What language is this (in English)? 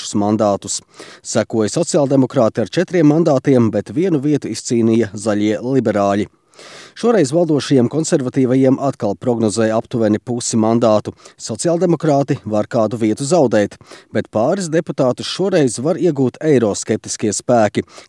Latvian